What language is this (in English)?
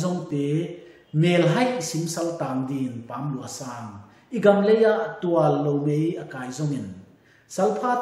Paite Chin